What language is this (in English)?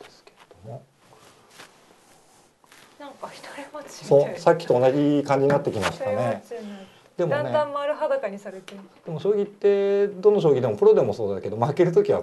Japanese